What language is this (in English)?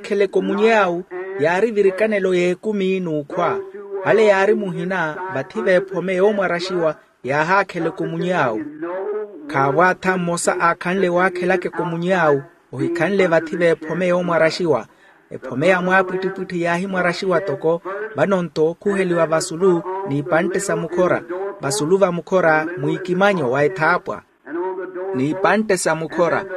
Makhuwa